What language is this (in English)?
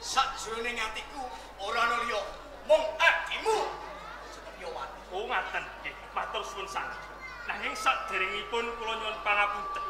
Javanese